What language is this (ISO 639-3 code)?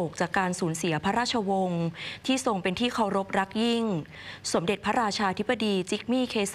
tha